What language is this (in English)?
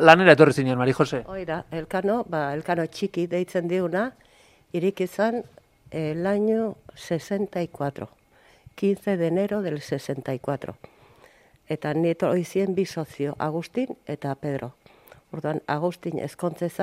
Basque